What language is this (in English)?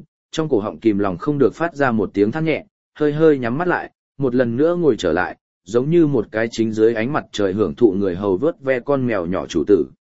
Vietnamese